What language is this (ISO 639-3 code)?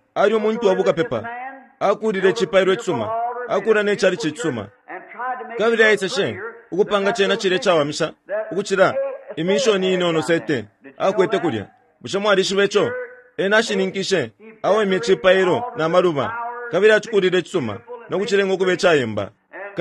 bem